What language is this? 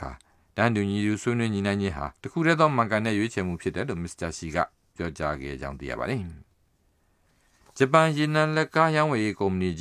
Burmese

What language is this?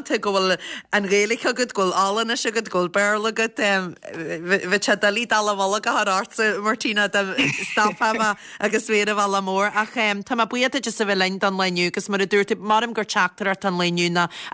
Irish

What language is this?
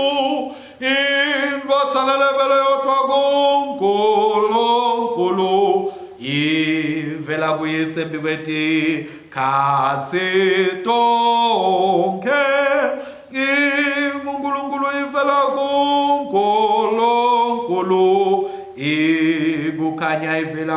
Swati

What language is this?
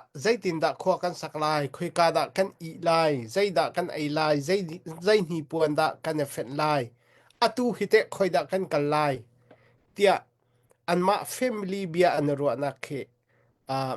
Hakha Chin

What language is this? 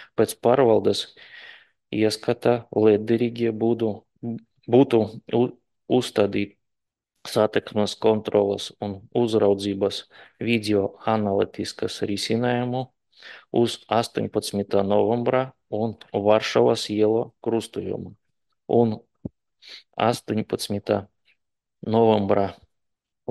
Latvian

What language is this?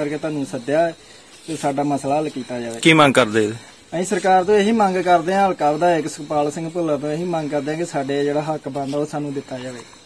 Punjabi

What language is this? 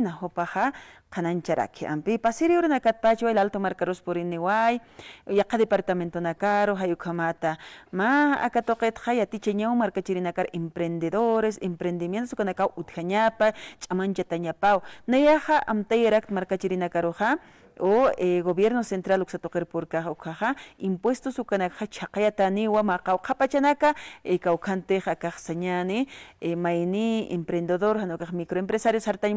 Aymara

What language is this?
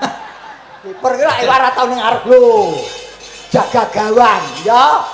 Javanese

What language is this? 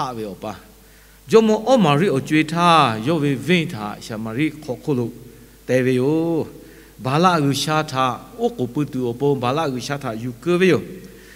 Lahu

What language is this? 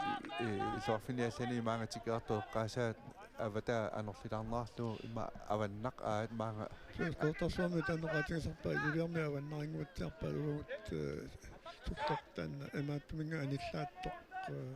Kalaallisut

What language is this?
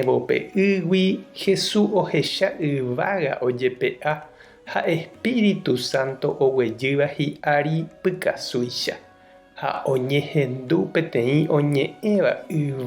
Guarani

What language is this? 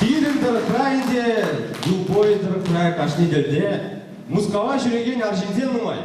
Chuvash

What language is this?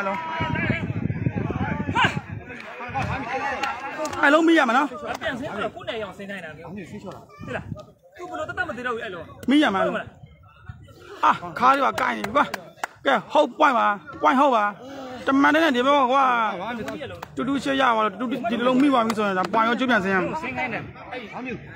Burmese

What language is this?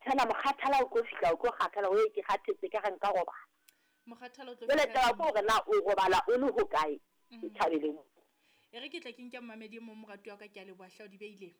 Southern Sotho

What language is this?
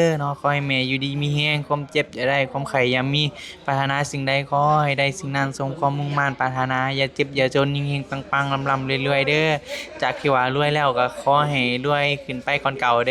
Northeastern Thai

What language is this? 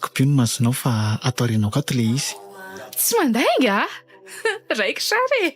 Malagasy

